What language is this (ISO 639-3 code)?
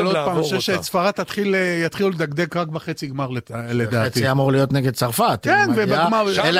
heb